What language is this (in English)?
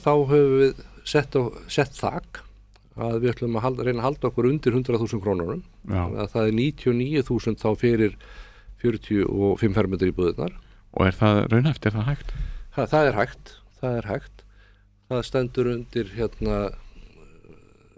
Icelandic